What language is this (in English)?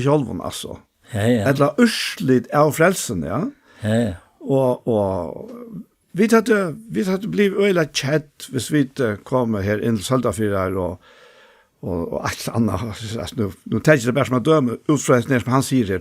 Faroese